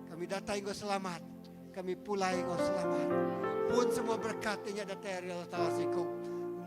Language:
Iban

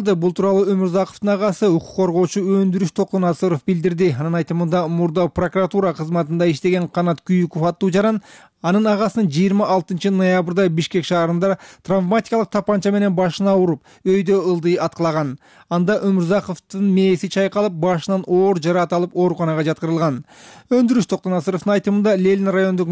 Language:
Kyrgyz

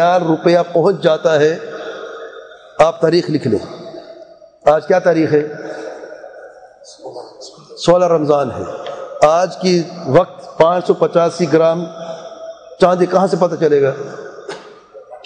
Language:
Urdu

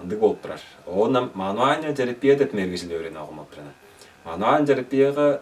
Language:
Tuvinian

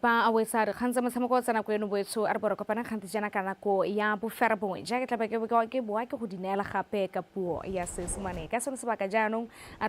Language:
Tswana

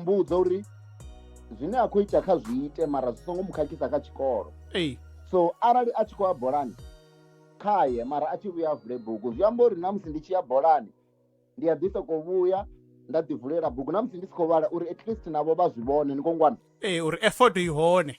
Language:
Venda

